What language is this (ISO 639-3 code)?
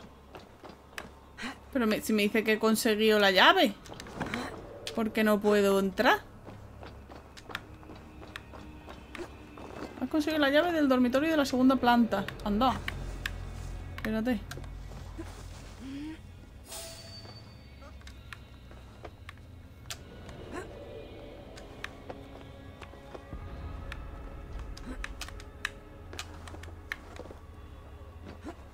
spa